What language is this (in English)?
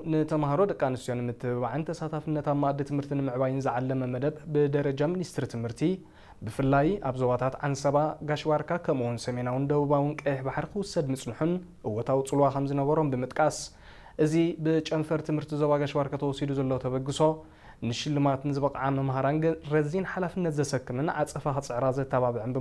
Tigrinya